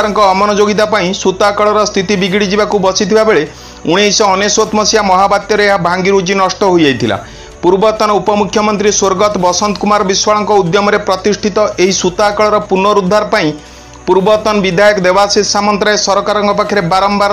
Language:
Odia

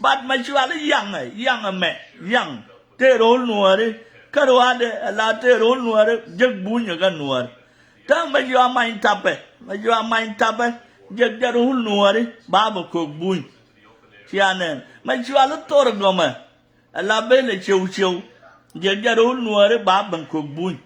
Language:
Nuer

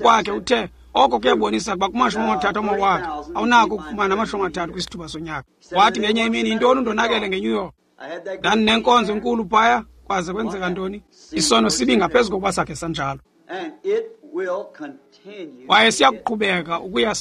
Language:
Xhosa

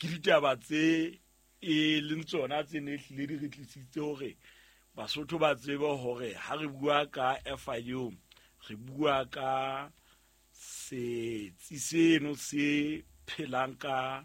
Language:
Southern Sotho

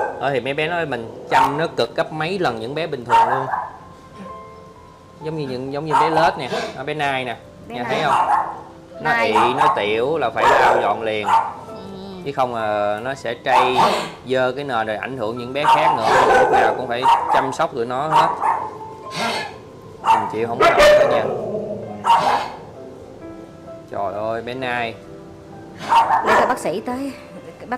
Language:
Vietnamese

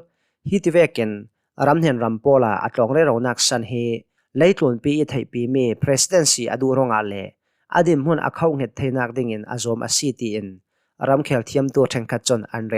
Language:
Hakha Chin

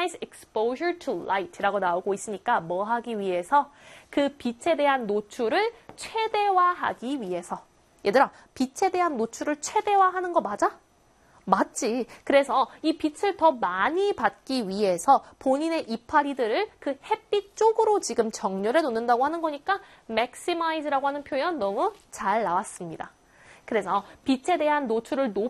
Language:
Korean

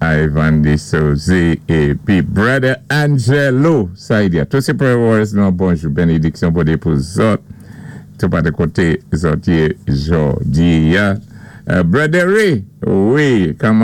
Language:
Saint Lucian Creole French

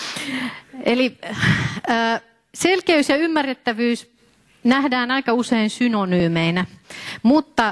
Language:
Finnish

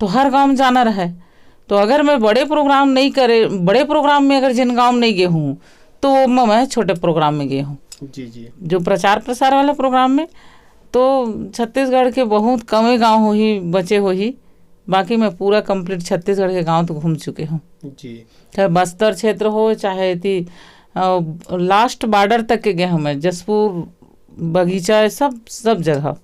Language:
Chhattisgarhi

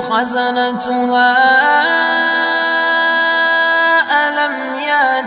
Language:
Arabic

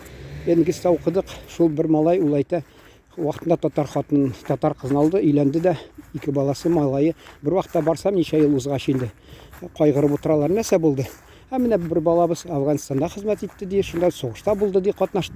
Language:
Tatar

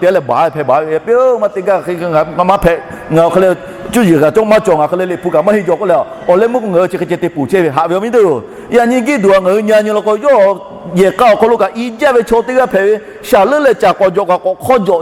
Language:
Lahu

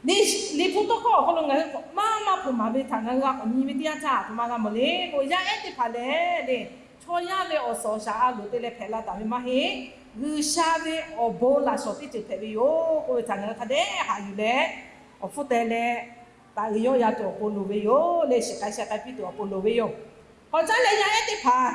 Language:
Lahu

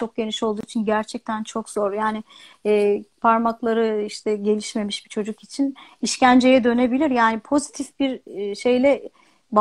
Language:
Turkish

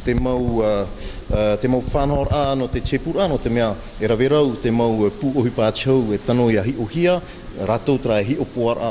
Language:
Tahitian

